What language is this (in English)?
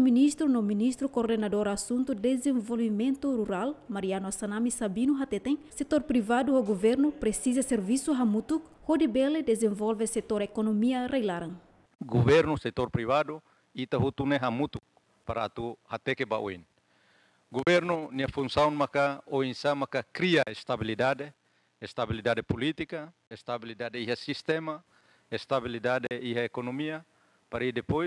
Tetum